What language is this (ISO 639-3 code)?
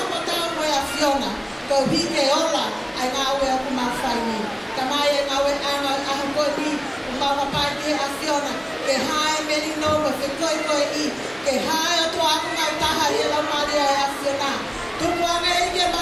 ton